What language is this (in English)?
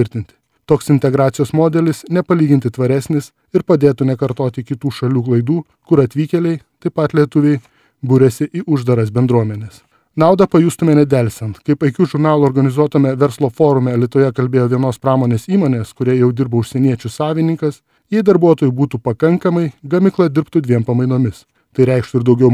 Lithuanian